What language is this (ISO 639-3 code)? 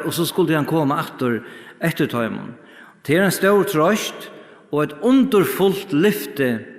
fao